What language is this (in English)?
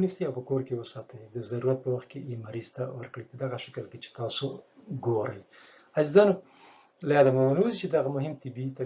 Pashto